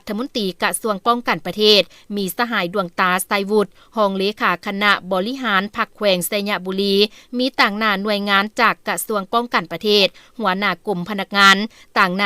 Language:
Lao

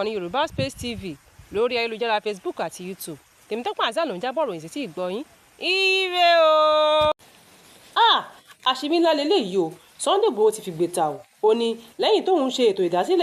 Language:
Yoruba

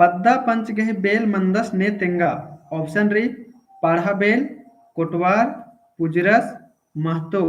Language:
Kurukh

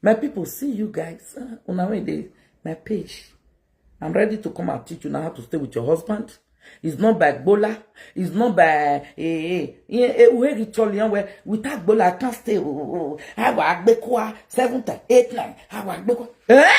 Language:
Nigerian Pidgin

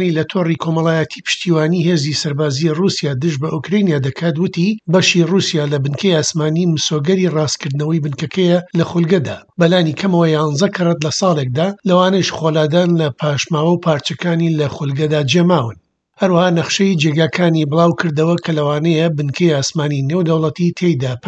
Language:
Central Kurdish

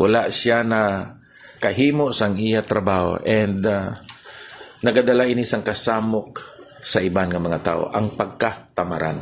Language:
Hiligaynon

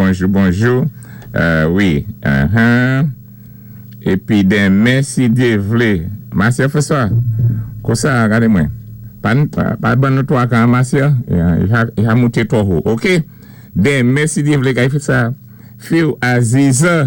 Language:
Saint Lucian Creole French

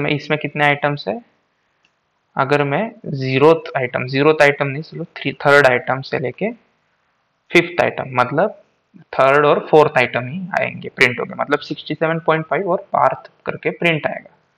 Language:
Hindi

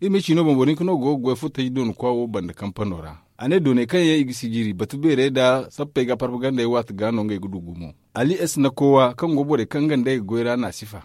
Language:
Zarma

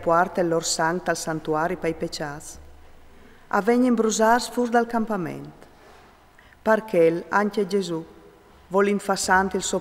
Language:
Friulian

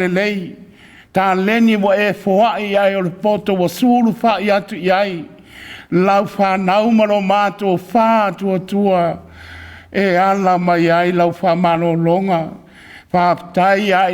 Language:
Samoan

